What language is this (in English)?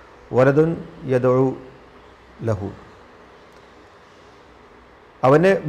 Malayalam